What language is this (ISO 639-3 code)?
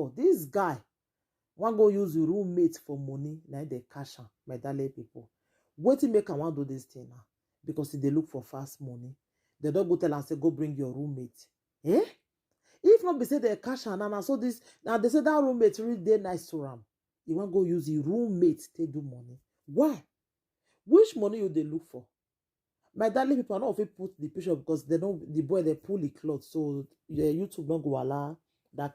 pcm